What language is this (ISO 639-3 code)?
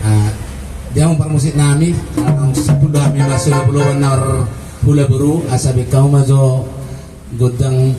bbc